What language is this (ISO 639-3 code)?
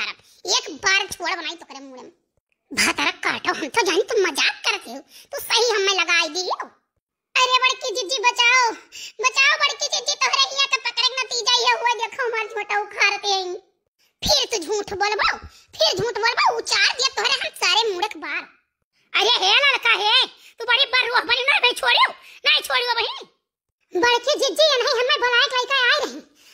awa